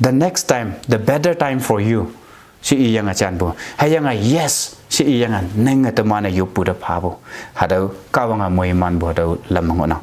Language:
Konyak Naga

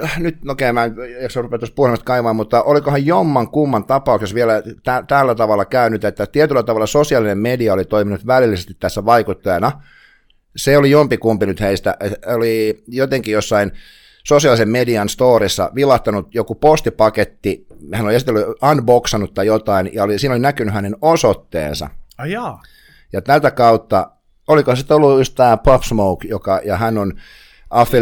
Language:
Finnish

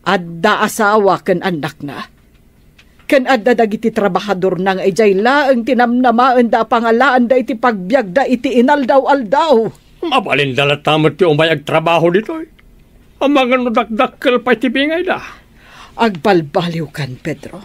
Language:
Iloko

